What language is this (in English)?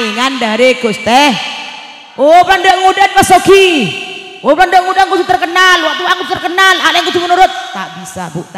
Madurese